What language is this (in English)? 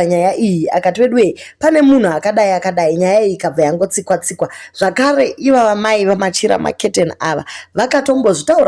Shona